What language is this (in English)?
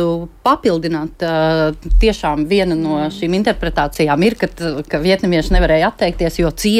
Latvian